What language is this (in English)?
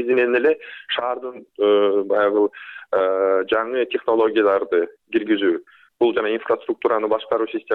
Kyrgyz